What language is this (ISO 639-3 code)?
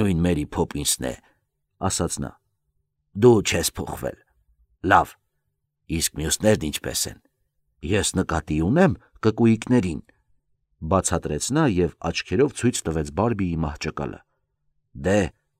hye